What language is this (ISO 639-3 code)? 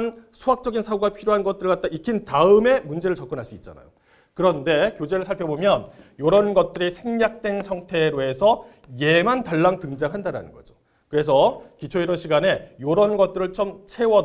kor